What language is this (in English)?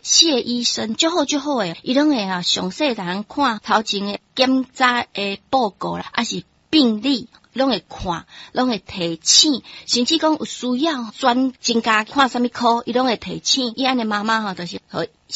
Min Nan Chinese